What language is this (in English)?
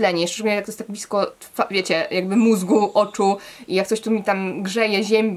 Polish